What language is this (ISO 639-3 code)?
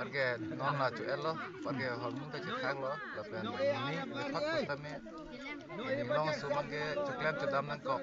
mjw